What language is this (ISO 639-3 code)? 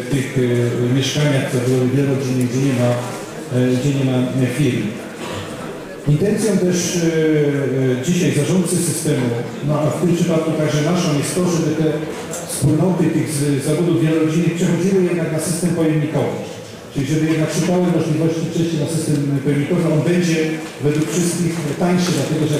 pol